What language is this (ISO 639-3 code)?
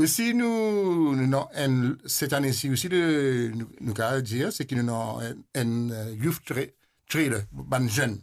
mfe